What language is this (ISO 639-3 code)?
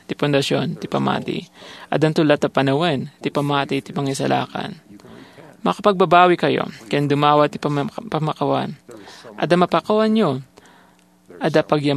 ilo